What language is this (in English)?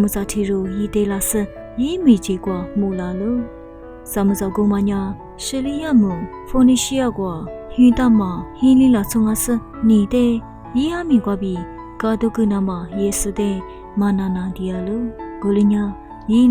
Lisu